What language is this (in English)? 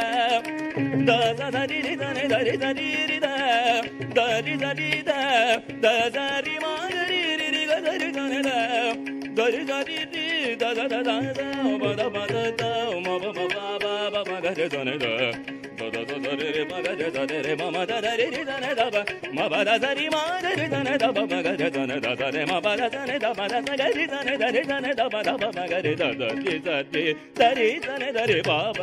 Kannada